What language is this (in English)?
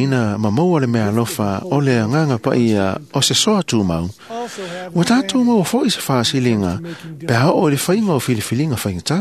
Samoan